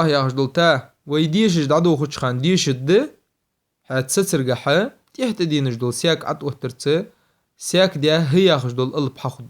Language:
Ingush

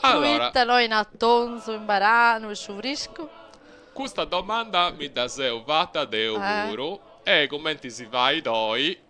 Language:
Sardinian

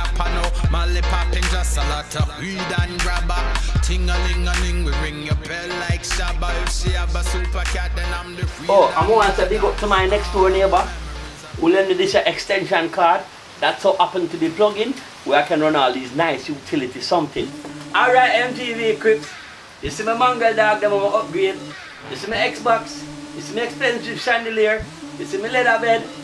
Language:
Jamaican Creole English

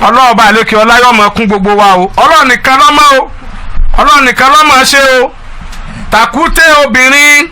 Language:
Yoruba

